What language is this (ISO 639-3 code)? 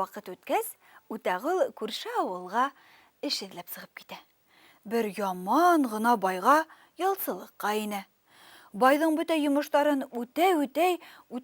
bak